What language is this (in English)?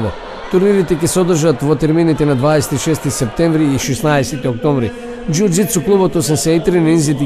Macedonian